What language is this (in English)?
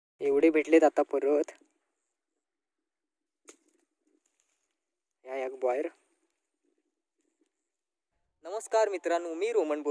Marathi